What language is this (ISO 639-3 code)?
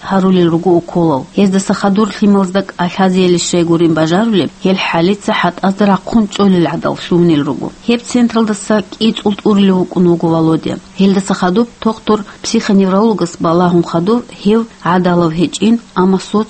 ava